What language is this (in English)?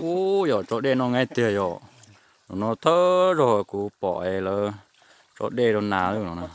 Hmong